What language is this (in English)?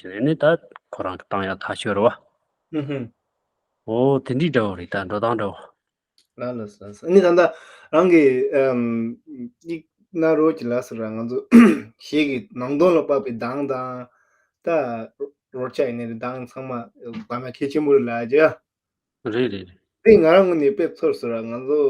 Tibetan